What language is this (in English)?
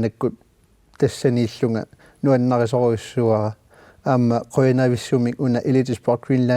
Kalaallisut